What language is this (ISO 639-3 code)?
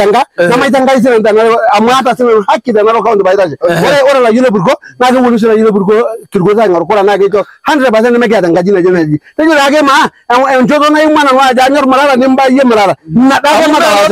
mas